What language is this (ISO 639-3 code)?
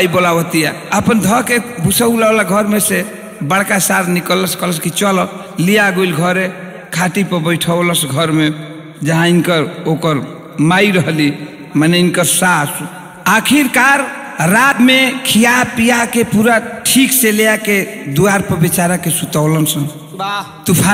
bho